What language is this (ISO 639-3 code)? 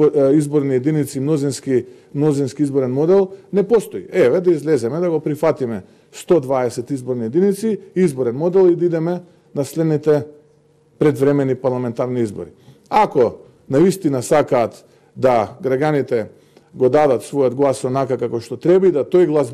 mkd